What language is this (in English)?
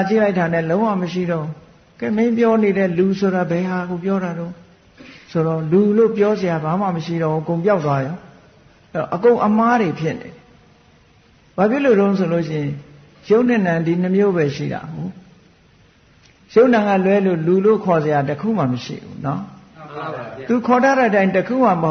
Burmese